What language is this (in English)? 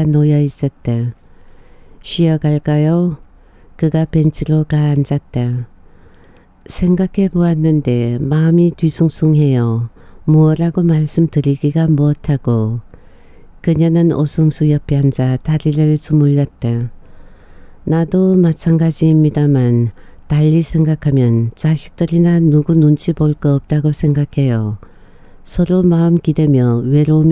Korean